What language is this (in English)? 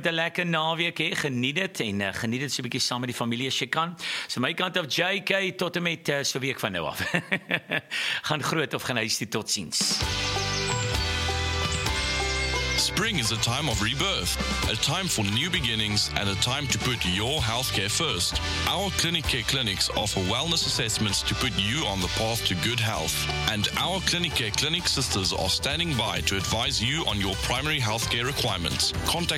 Afrikaans